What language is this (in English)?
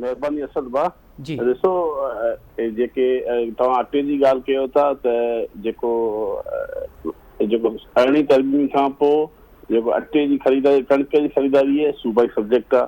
Sindhi